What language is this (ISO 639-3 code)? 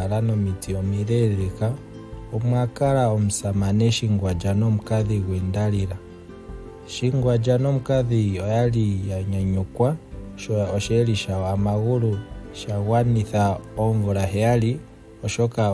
ndo